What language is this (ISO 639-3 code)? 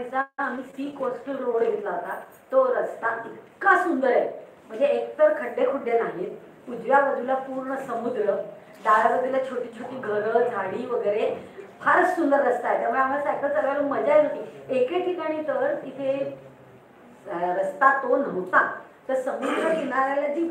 mar